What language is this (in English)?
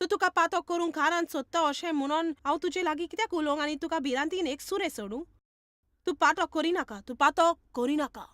Konkani